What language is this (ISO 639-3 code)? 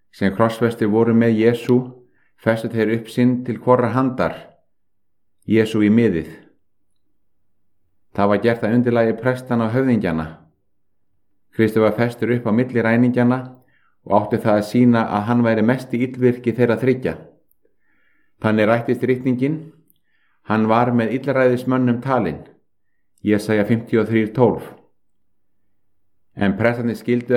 isl